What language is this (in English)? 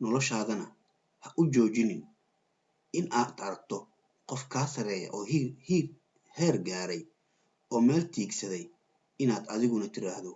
Somali